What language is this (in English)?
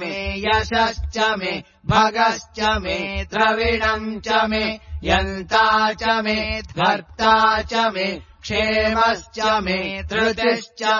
Sanskrit